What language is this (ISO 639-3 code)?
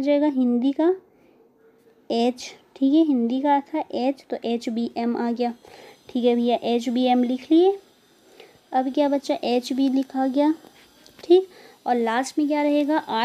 hin